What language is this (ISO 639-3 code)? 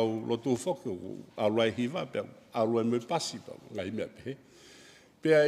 ton